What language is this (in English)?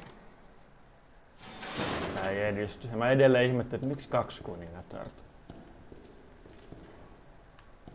Finnish